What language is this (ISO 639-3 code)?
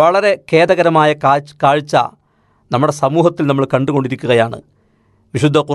mal